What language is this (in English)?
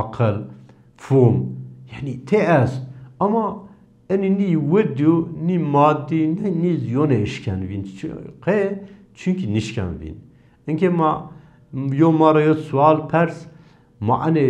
Zaza